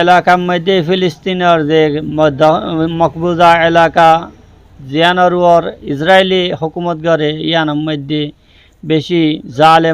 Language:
Rohingya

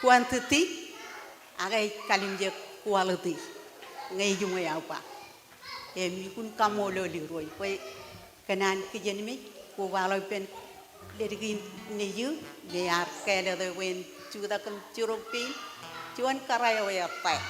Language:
Marshallese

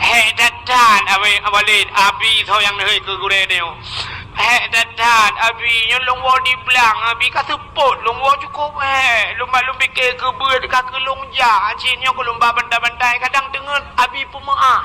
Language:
Achinese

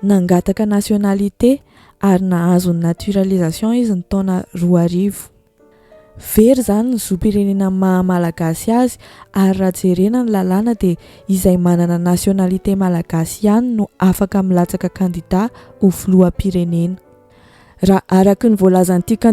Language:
Malagasy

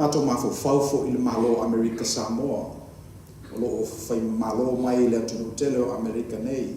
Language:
Samoan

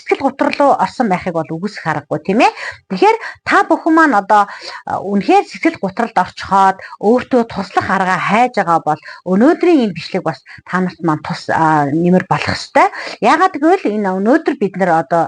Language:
Mongolian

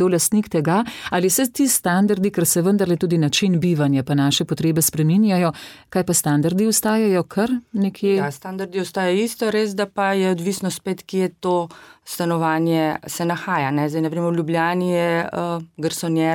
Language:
Slovenian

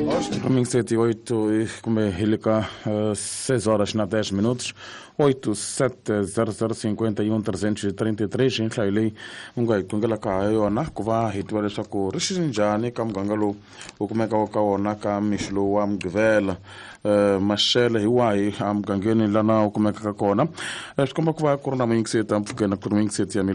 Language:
Tsonga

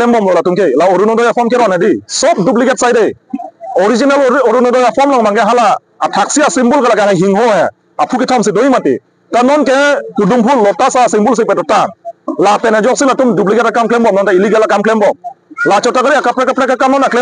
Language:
Karbi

